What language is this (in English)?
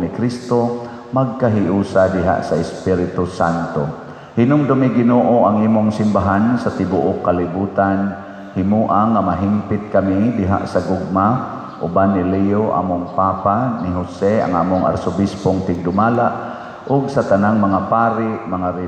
Cebuano